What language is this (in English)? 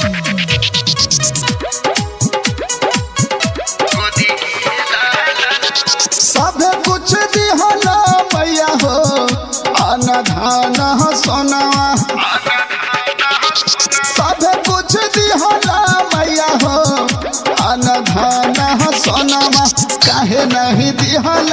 Bhojpuri